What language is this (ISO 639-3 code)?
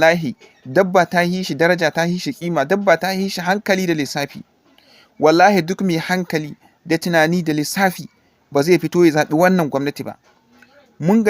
hau